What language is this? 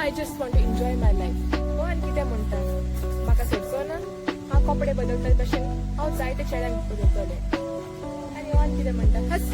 Konkani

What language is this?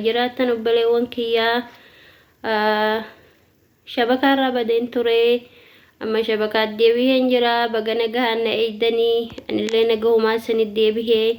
Oromo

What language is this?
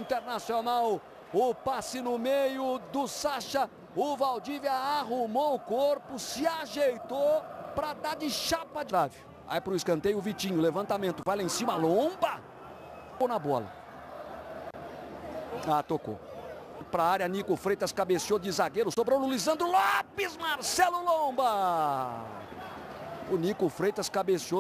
Portuguese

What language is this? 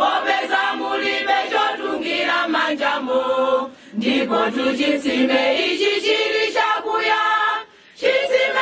Nyanja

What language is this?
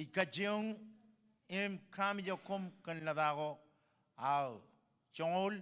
Marshallese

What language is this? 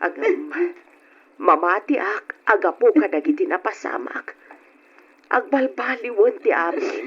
Iloko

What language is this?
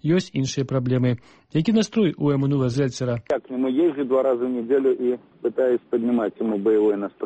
Belarusian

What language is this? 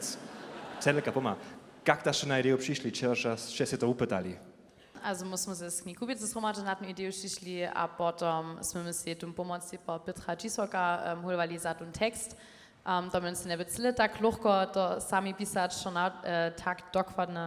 Upper Sorbian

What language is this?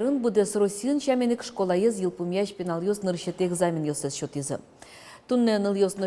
Udmurt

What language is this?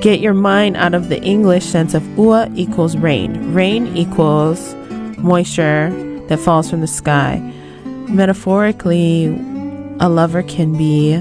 Hawaiian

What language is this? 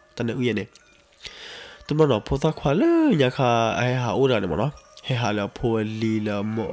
S'gaw Karen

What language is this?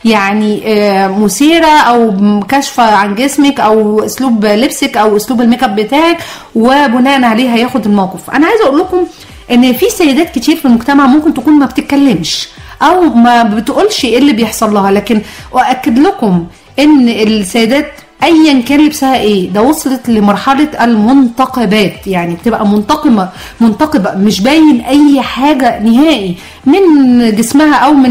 Egyptian Arabic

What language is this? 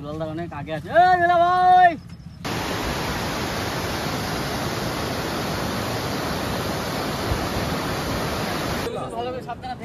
Bangla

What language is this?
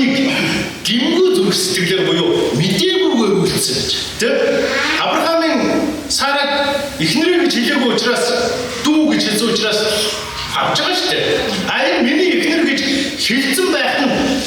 Mongolian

